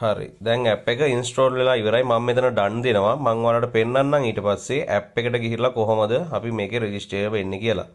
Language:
Sinhala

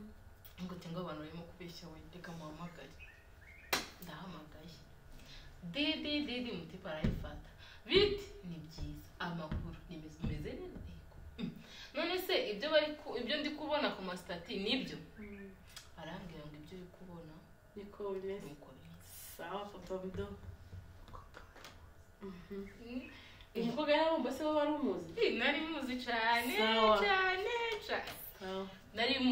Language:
Kinyarwanda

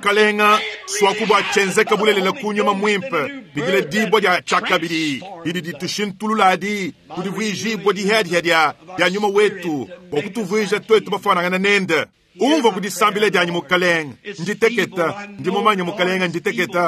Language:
Luba-Lulua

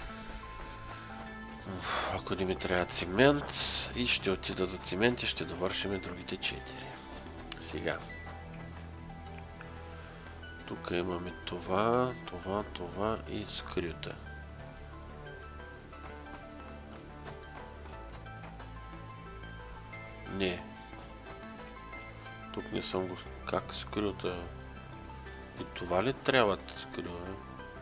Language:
Bulgarian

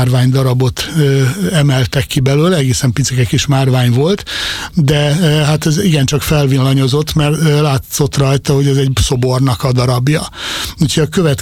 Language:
Hungarian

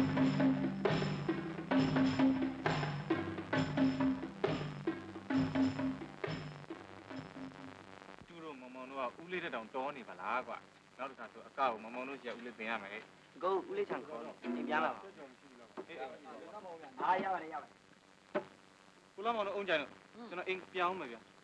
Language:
Burmese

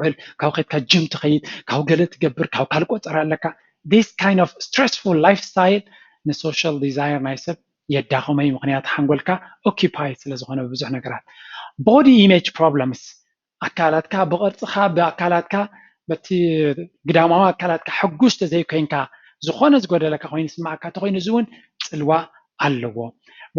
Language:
Tigrinya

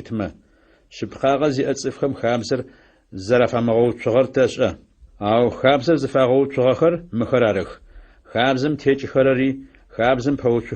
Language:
Adyghe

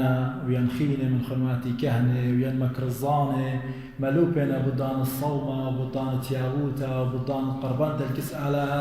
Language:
Assyrian Neo-Aramaic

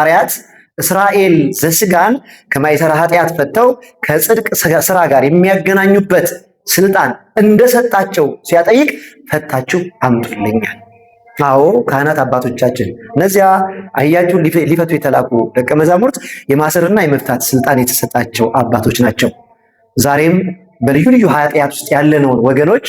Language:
Amharic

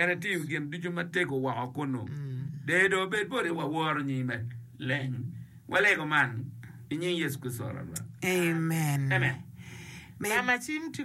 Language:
Acoli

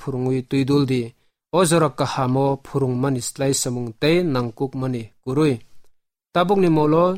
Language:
Kok Borok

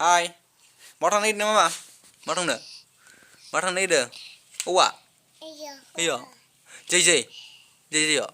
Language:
Bodo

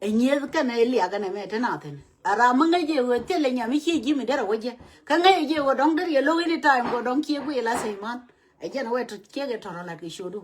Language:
Nuer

